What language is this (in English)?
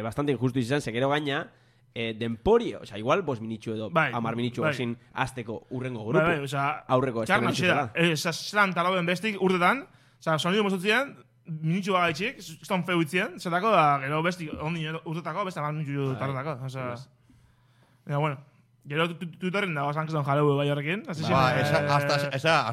Basque